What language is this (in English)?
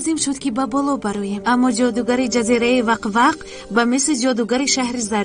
Tajik